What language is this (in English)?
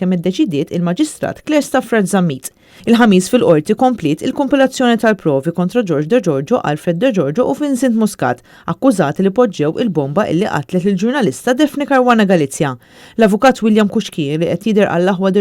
Maltese